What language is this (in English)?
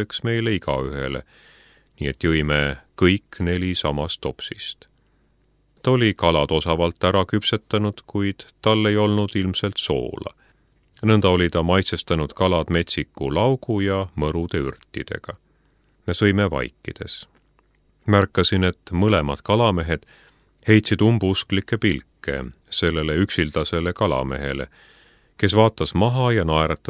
Estonian